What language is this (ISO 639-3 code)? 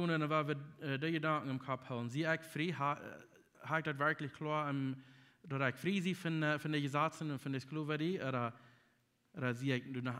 pdt